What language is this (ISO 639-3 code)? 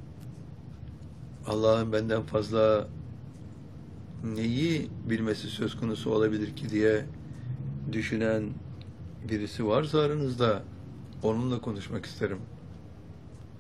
tur